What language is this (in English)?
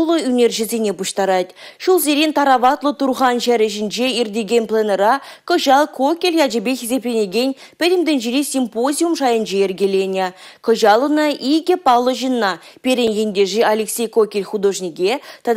Chuvash